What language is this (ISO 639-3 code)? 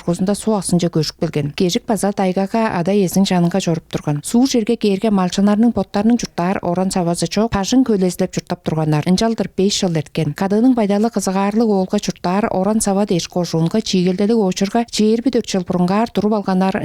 tyv